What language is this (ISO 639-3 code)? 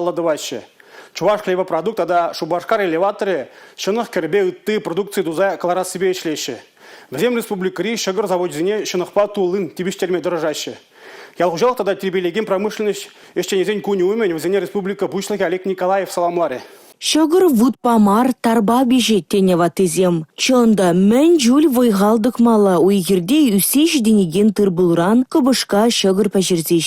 chv